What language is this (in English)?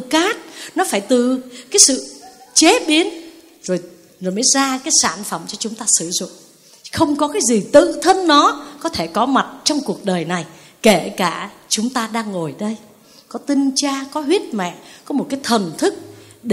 Vietnamese